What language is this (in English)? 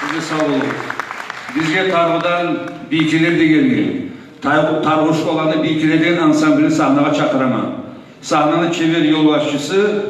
Kumyk